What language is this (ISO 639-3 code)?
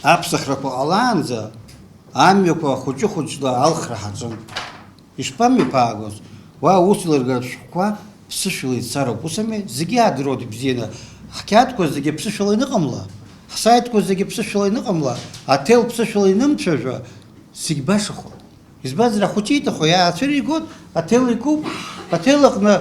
abk